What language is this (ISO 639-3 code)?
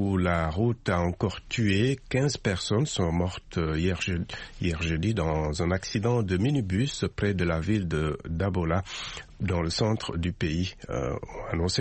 fra